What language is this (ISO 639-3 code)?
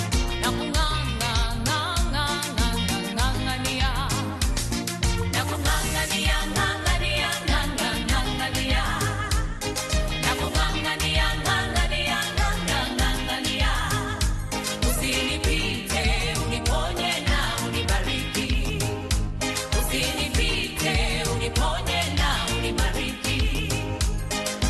swa